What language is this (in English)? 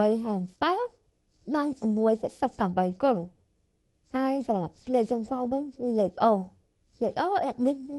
Khmer